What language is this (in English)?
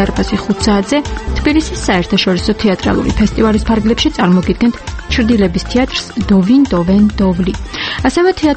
Georgian